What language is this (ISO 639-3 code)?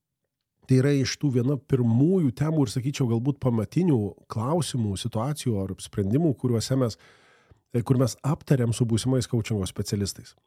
lit